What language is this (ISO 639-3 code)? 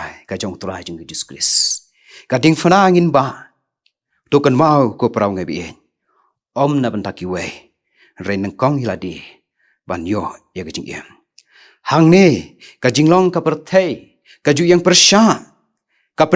kha